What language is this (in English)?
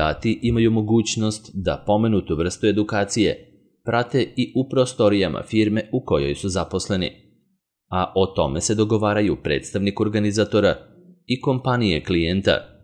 Serbian